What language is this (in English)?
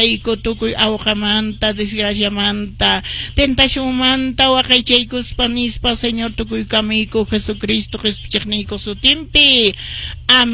Quechua